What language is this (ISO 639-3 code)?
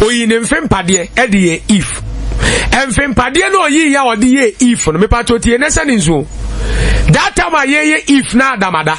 aka